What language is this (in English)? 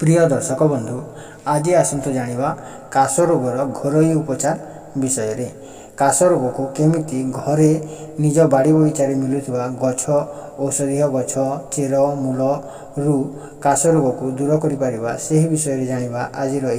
Odia